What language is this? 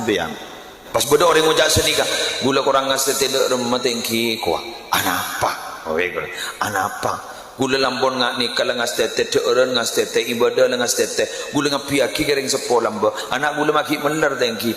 Madurese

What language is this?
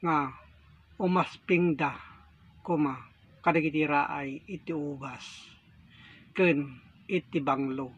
Iloko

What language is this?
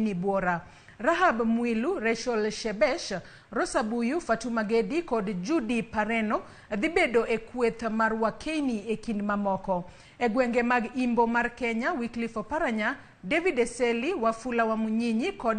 Luo (Kenya and Tanzania)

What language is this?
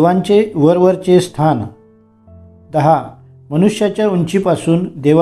Marathi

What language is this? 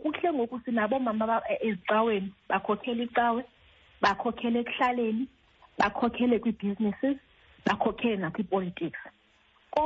Xhosa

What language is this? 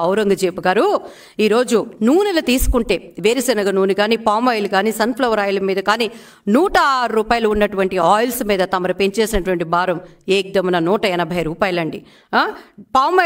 Telugu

